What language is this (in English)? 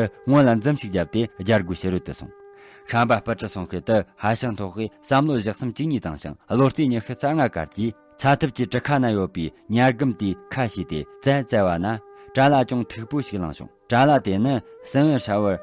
Tibetan